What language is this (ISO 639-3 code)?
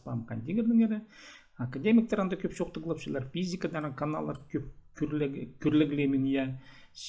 kjh